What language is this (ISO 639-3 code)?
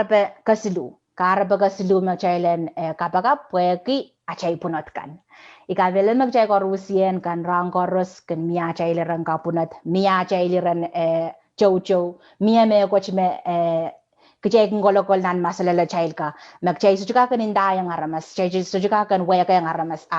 pon